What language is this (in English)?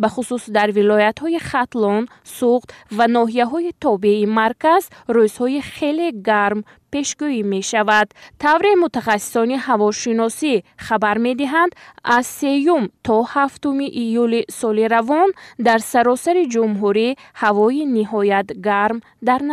Tajik